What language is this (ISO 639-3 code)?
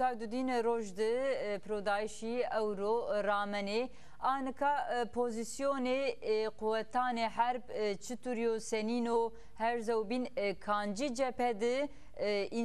zza